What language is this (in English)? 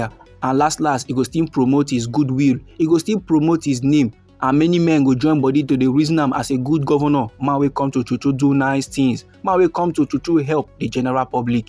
Nigerian Pidgin